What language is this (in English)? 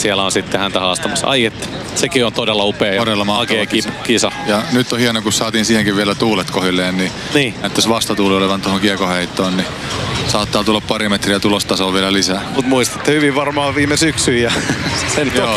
Finnish